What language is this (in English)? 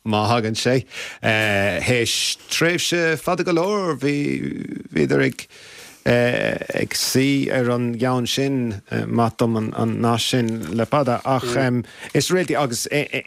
Irish